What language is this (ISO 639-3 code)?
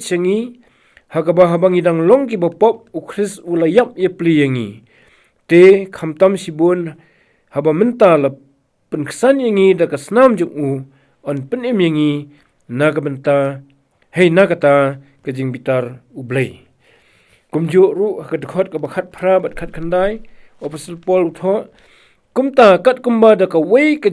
kha